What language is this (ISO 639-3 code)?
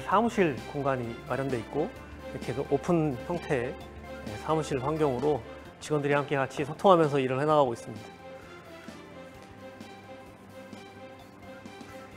kor